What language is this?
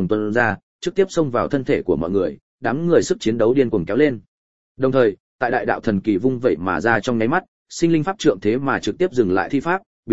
Vietnamese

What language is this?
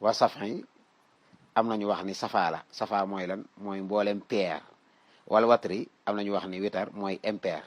Wolof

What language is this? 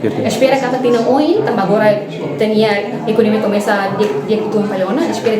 Tetum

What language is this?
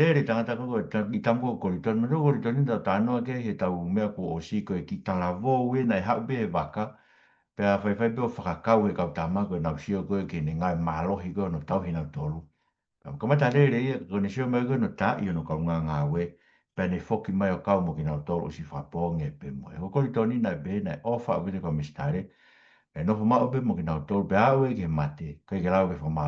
Tongan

